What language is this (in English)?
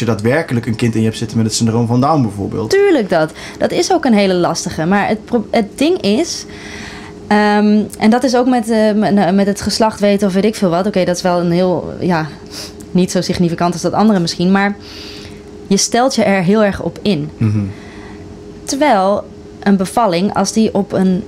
Dutch